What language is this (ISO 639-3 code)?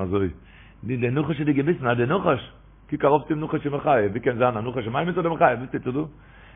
yid